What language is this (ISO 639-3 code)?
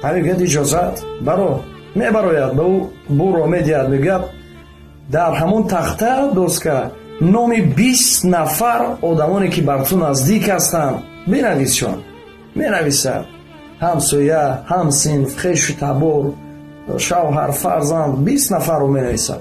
tgk